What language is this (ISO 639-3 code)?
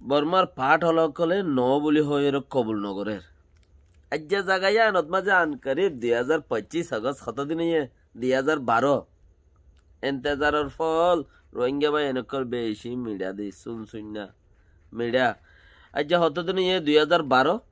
rhg